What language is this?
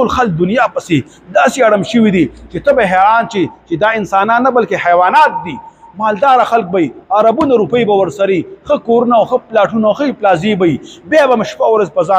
Pashto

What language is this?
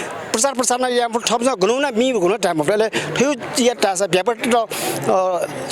Newari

